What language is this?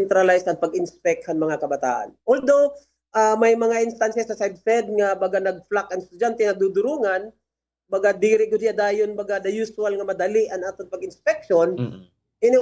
Waray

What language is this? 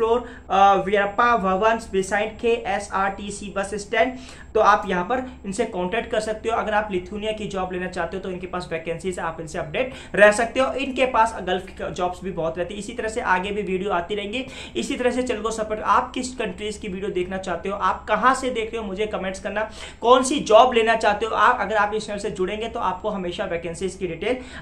Hindi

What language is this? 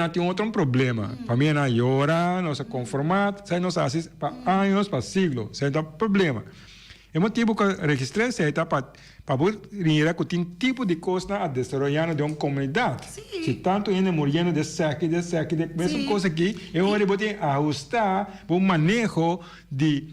Papiamento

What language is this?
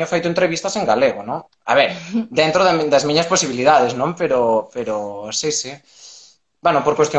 Galician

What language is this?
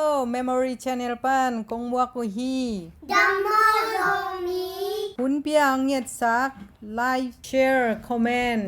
Tedim Chin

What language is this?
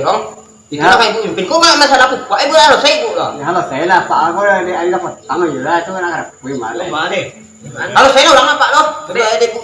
Minangkabau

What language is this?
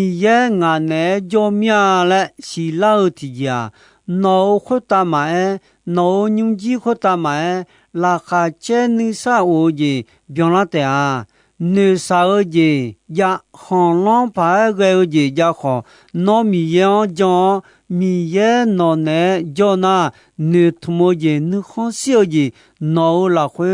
Akha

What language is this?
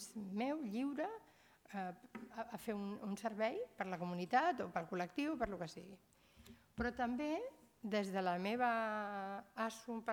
Catalan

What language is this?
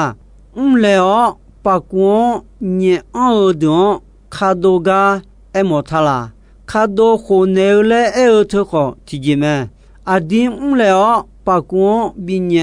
Akha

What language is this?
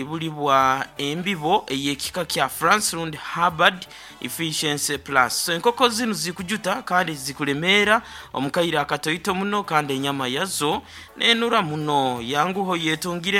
Nyoro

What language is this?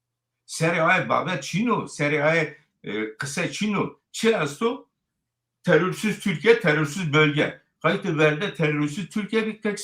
Zaza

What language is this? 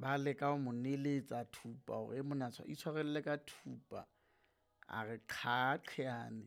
Southern Sotho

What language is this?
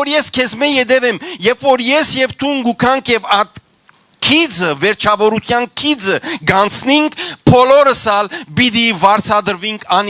Western Armenian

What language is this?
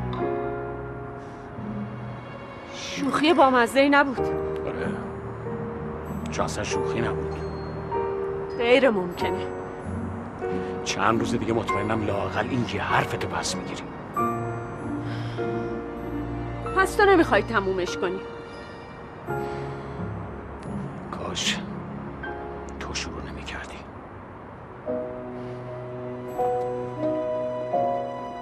Persian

